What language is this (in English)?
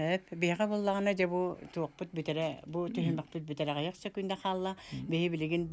Yakut